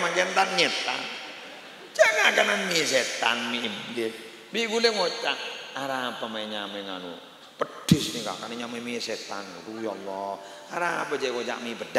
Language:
Madurese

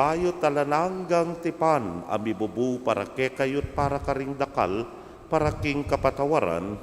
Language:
Pampanga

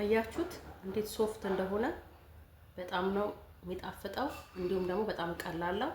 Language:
Amharic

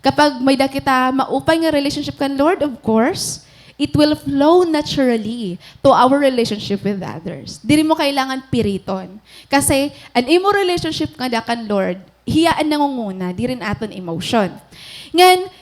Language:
Waray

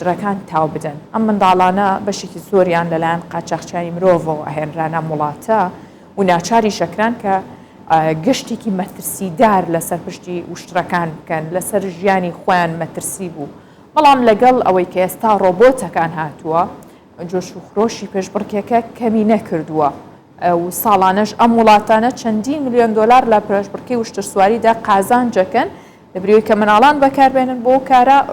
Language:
Central Kurdish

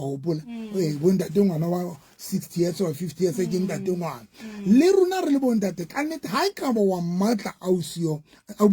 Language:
Southern Sotho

